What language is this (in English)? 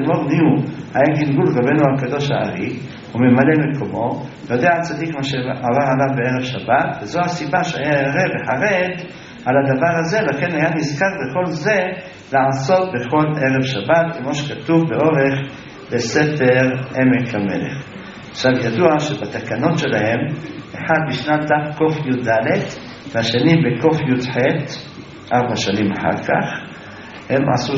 Hebrew